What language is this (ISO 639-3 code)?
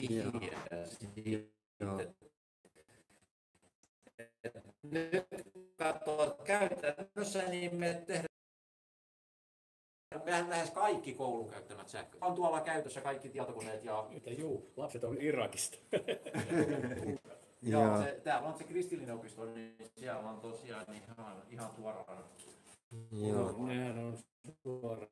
fin